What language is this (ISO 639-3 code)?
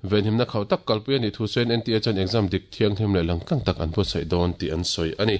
lus